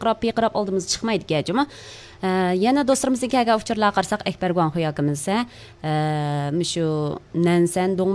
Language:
Uyghur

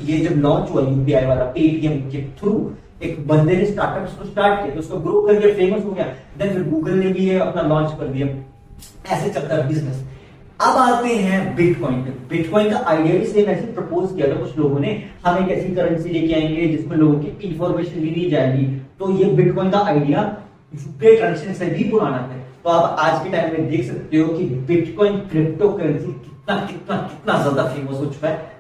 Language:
Hindi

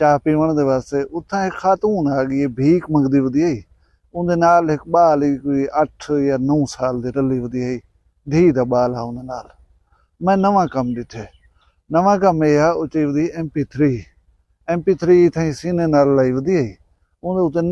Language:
Saraiki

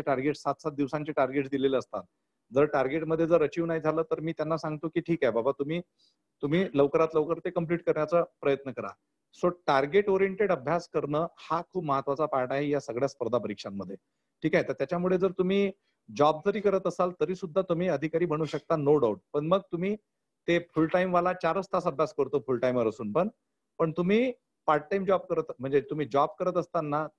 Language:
Marathi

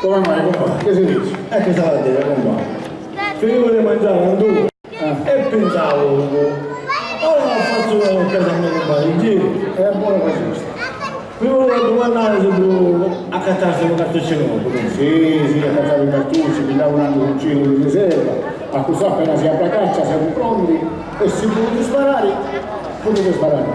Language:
Sicilian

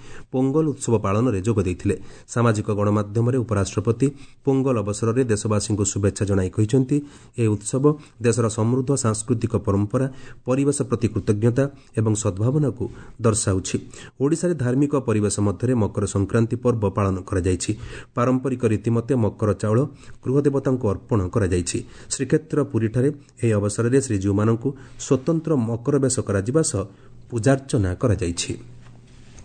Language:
Odia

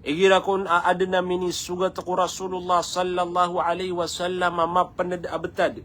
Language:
Maranao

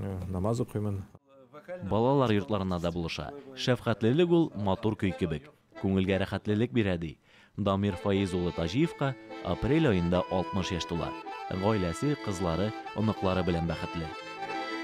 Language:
Tatar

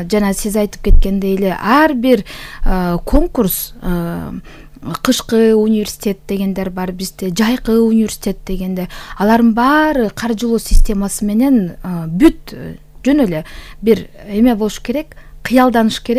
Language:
Kyrgyz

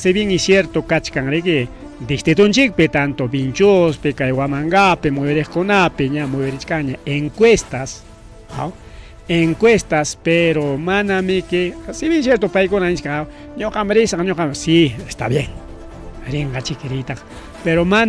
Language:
Ayacucho Quechua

